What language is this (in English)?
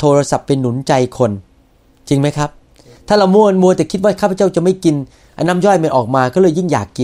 Thai